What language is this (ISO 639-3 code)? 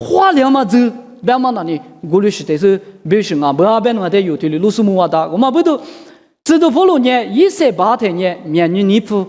lis